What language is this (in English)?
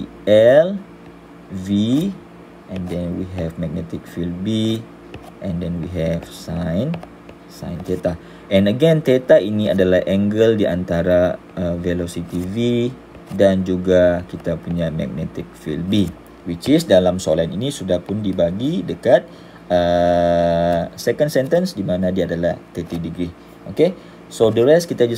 Malay